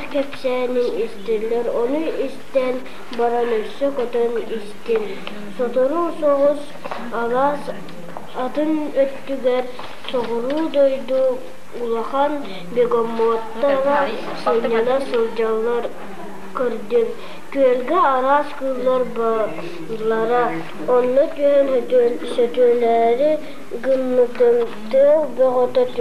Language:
Yakut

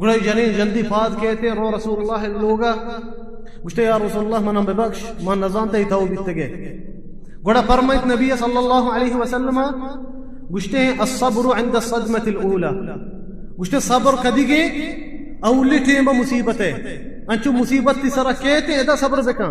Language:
Baluchi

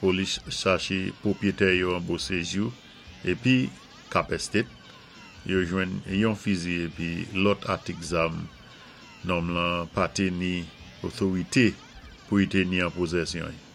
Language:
Saint Lucian Creole French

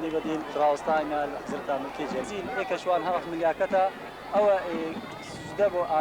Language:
Kurdish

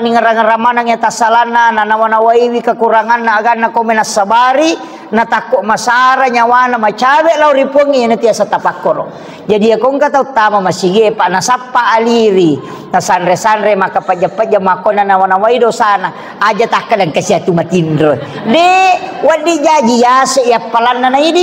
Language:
Buginese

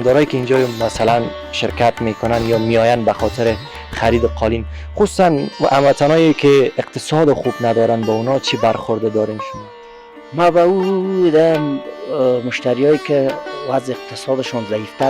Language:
Persian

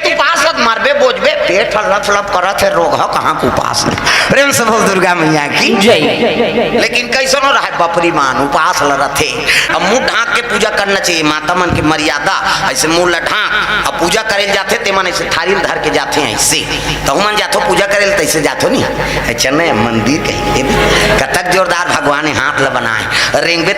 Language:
Chhattisgarhi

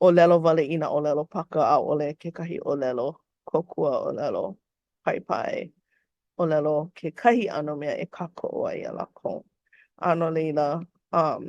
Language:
Hawaiian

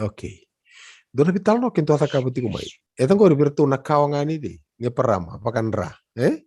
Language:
Fijian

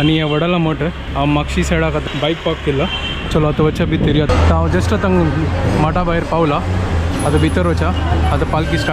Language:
Konkani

